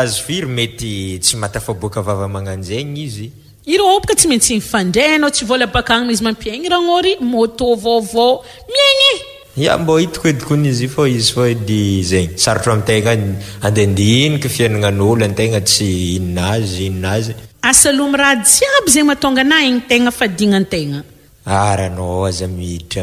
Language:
Malagasy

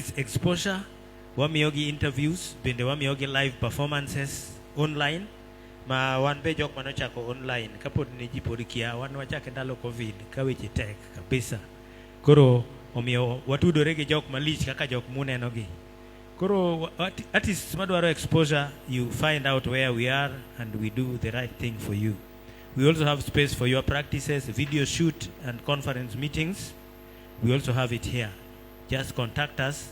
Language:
Luo (Kenya and Tanzania)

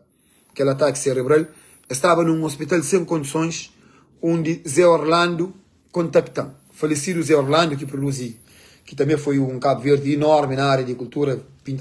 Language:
Kabuverdianu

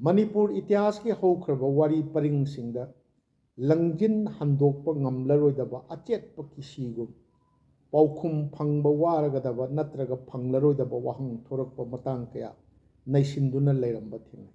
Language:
Manipuri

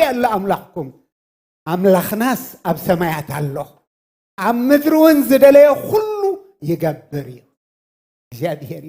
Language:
Tigrinya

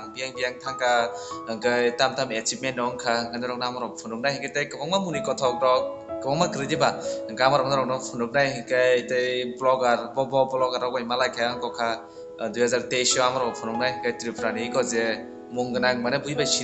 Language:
Kok Borok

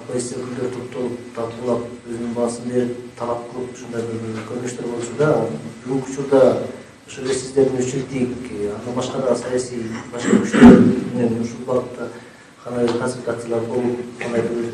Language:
Kyrgyz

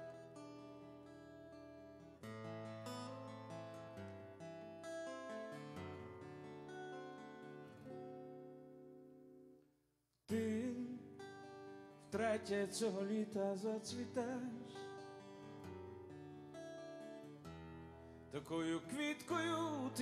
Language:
Ukrainian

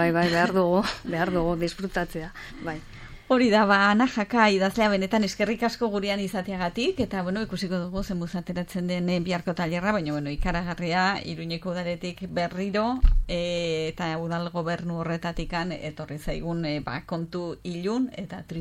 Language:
Basque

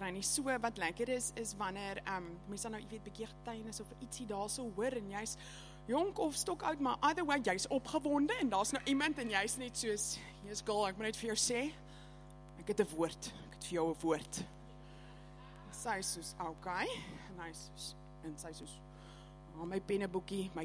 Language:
Afrikaans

